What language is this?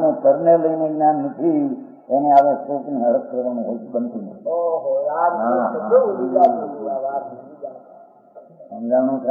Gujarati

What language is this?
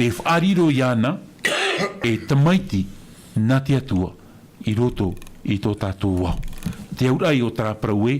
Tahitian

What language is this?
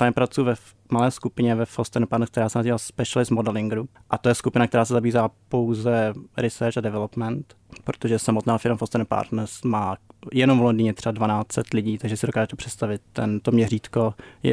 Czech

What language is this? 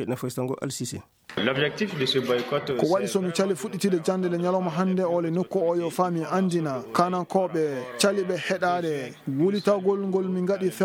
Fula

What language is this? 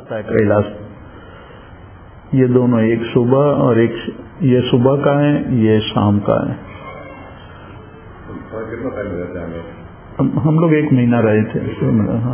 Hindi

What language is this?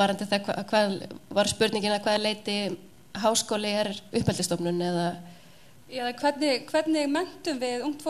Icelandic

